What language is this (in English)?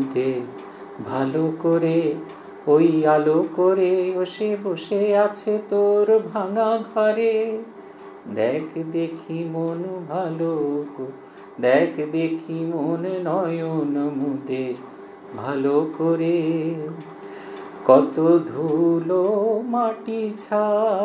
Bangla